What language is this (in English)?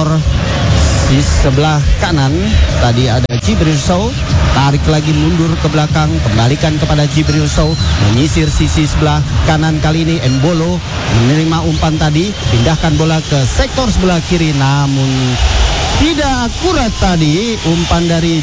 Indonesian